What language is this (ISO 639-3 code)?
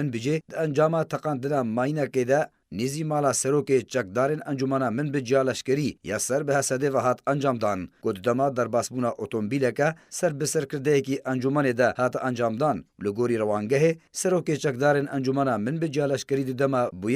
kur